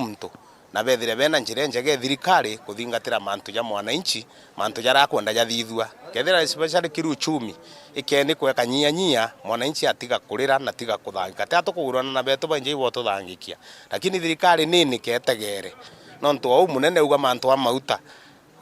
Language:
Meru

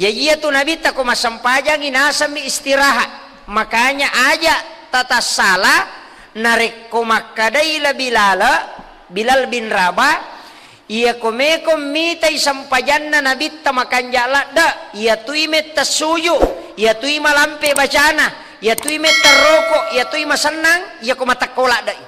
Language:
Buginese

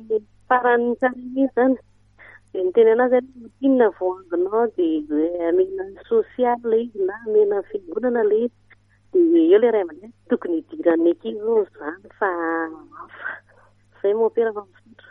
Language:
Malagasy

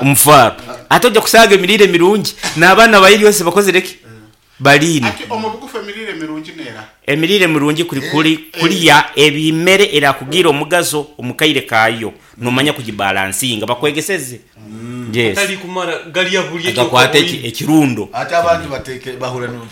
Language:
Nyoro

